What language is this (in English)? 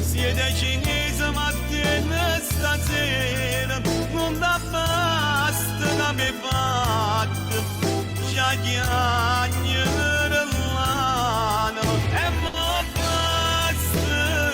Neapolitan